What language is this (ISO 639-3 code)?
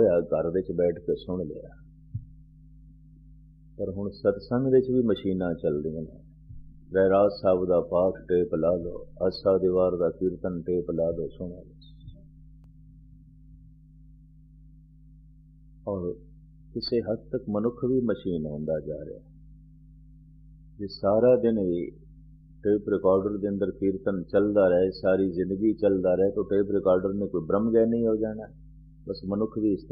pan